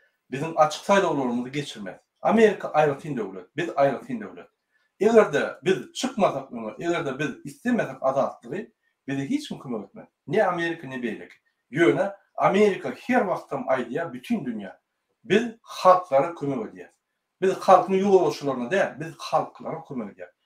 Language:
Turkmen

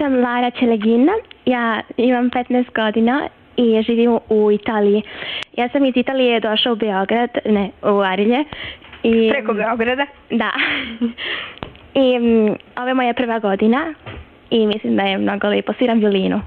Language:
Serbian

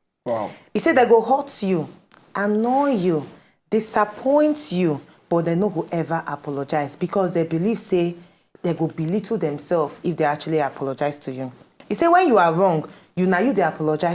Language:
Nigerian Pidgin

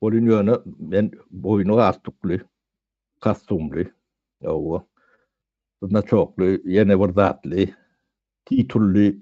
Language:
Turkmen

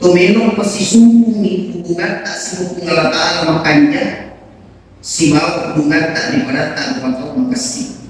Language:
Buginese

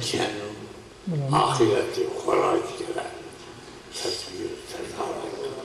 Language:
Zaza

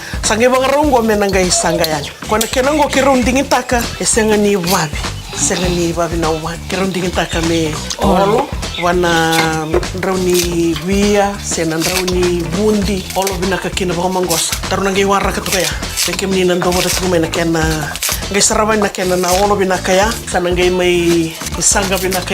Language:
Fijian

